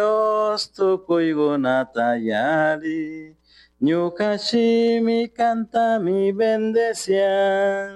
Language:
Chimborazo Highland Quichua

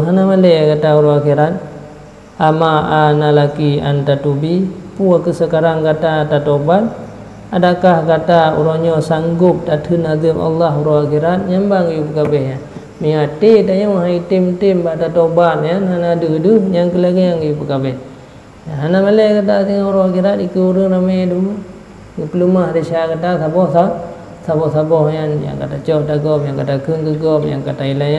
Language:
Achinese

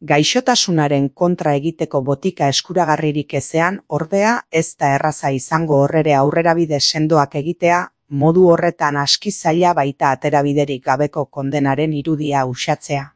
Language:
Basque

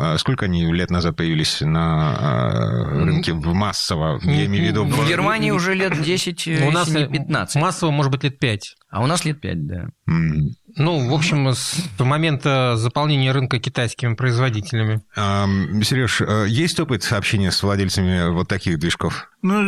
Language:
Russian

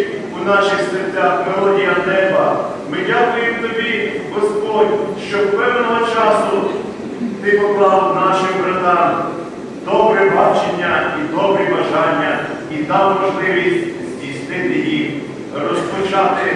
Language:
Ukrainian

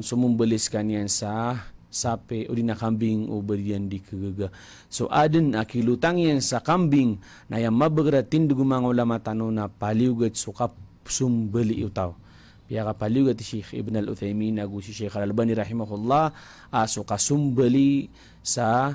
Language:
Maranao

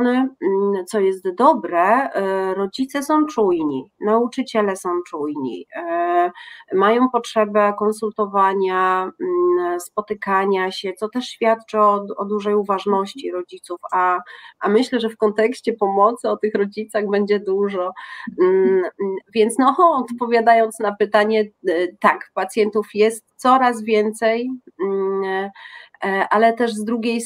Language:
Polish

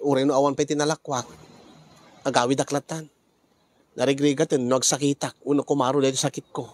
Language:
Iloko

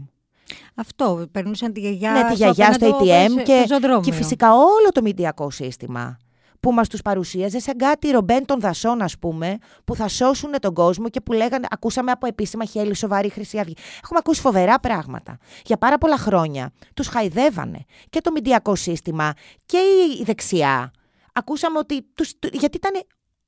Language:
Greek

